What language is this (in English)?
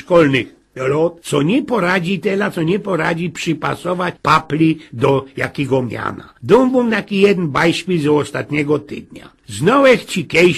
Silesian